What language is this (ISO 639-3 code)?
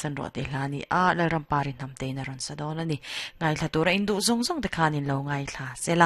lus